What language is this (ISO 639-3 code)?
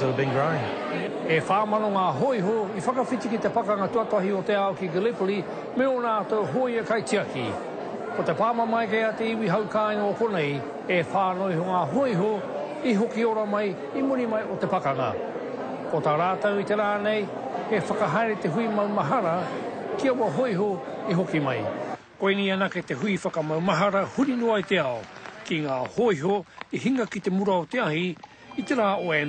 mri